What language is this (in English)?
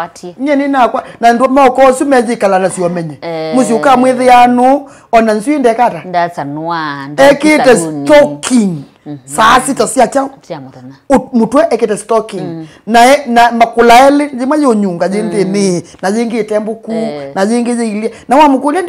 Kamba